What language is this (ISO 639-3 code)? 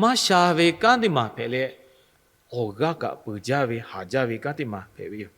lhu